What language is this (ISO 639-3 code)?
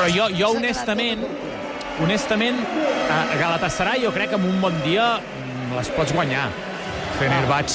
cat